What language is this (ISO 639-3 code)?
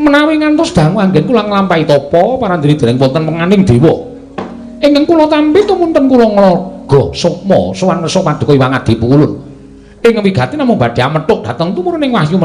jav